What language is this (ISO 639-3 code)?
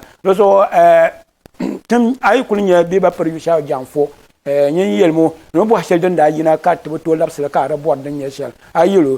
dag